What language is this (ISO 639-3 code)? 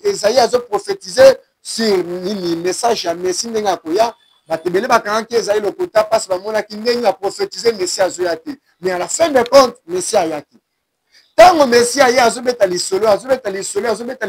lin